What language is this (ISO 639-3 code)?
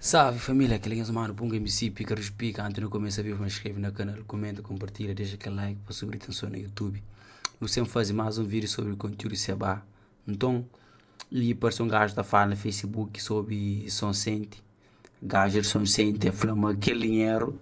kea